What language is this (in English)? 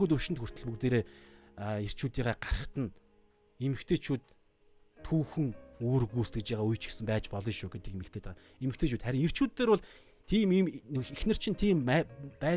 Mongolian